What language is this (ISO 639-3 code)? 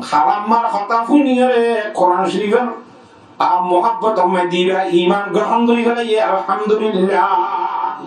rhg